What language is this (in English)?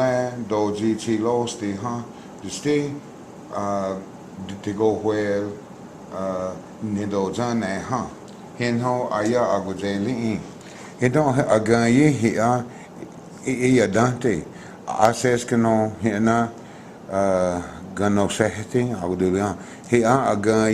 Cherokee